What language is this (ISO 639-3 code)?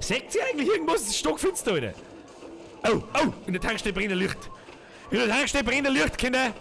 bar